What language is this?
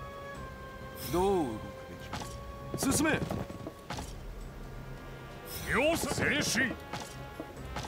Korean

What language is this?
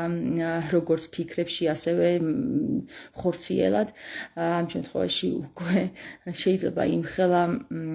Georgian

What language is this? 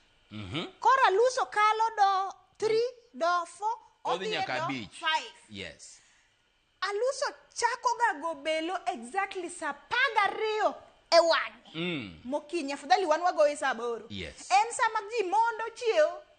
Luo (Kenya and Tanzania)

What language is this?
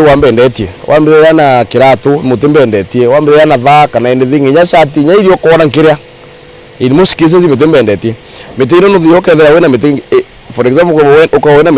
Meru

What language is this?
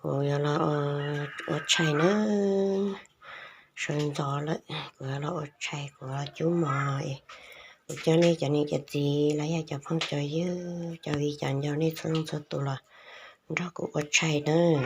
Hmong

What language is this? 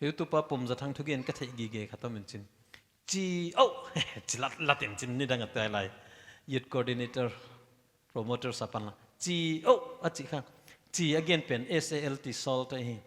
Paite Chin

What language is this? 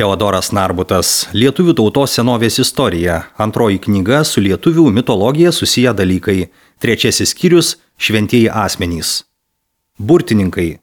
Lithuanian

